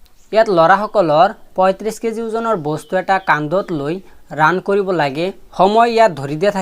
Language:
Assamese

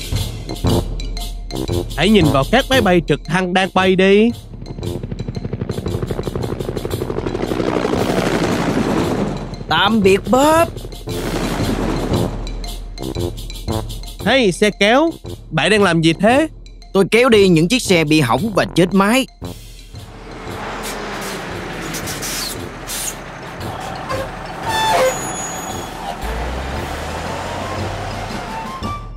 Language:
Vietnamese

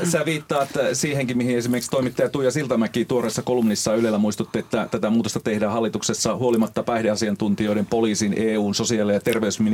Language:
Finnish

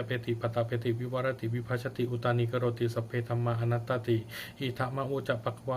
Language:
Pali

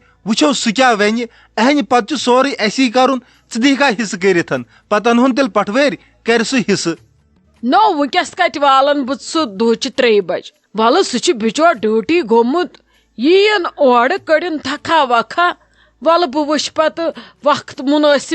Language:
Kashmiri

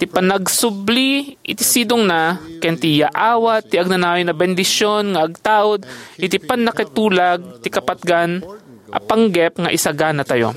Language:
Iloko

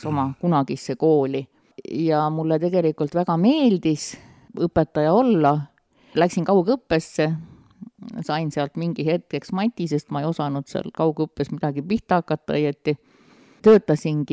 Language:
Estonian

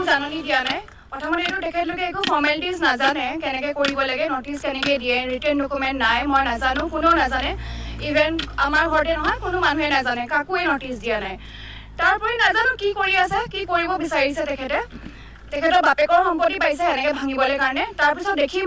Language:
Assamese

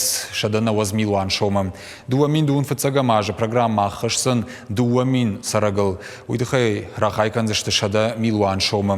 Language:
Ossetic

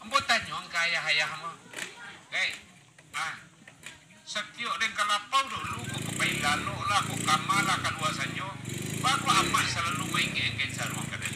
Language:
Minangkabau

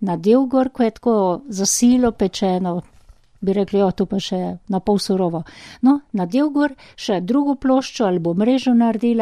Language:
Slovenian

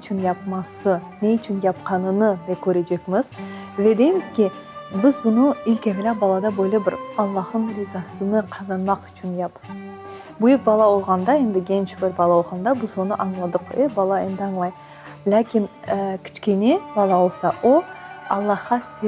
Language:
Crimean Tatar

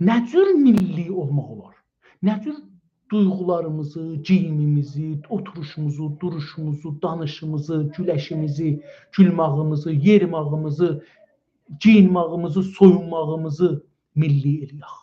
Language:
South Azerbaijani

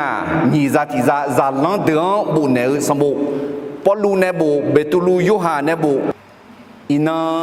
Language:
Akha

